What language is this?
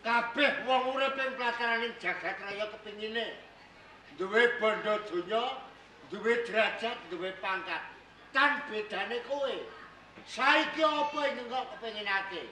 Javanese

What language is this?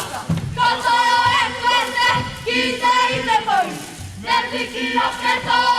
Māori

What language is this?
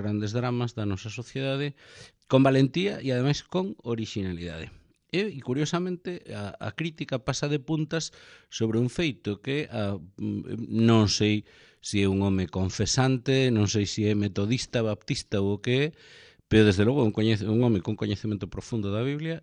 Galician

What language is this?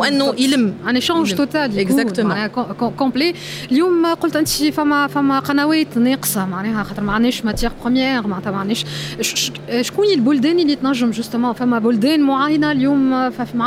Tunisian Arabic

